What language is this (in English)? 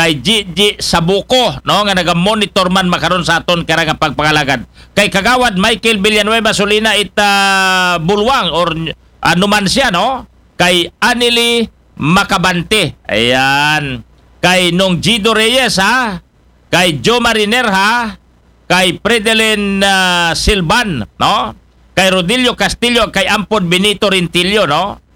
Aklanon